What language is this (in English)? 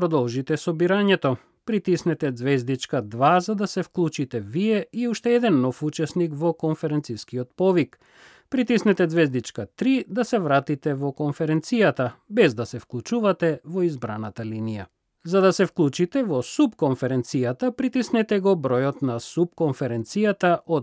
Macedonian